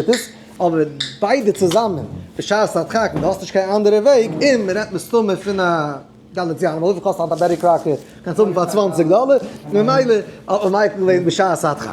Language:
Yiddish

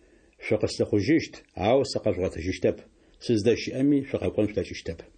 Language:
Adyghe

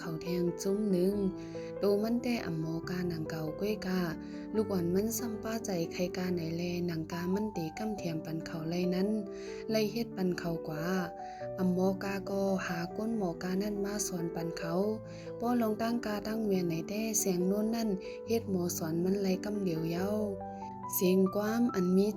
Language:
Shan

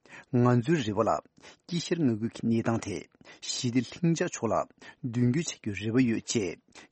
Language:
Tibetan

